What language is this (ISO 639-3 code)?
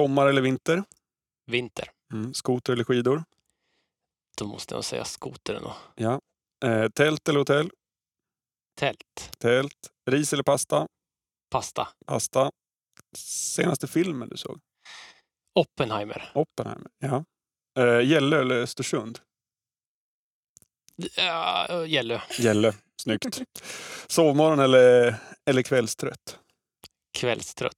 swe